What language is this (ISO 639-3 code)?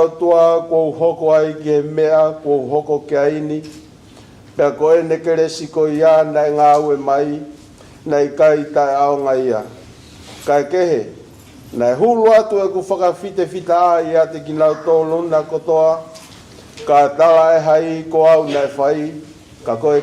ton